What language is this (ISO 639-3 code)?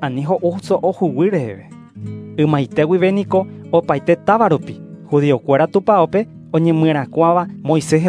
grn